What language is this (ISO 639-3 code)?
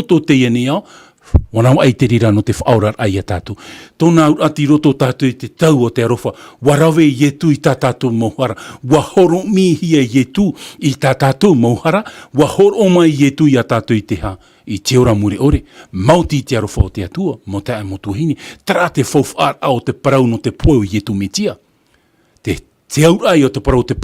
tah